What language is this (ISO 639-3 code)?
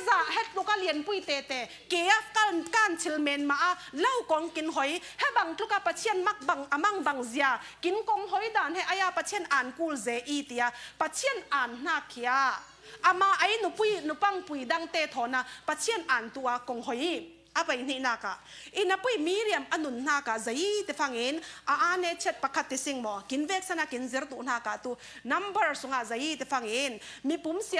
cfm